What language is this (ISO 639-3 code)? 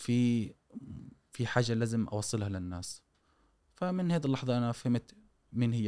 afb